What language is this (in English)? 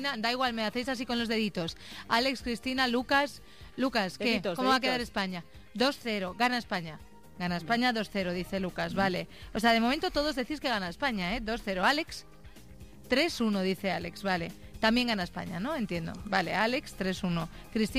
Spanish